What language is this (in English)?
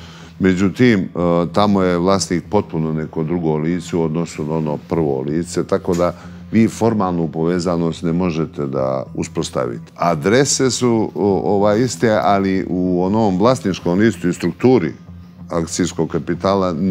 Bosnian